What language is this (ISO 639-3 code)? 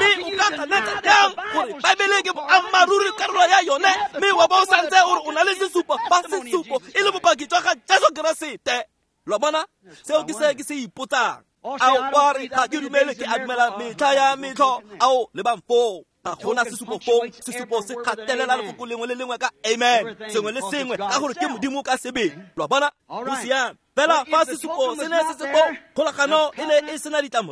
tsn